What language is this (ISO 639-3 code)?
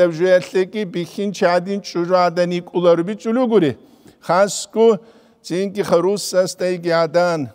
ava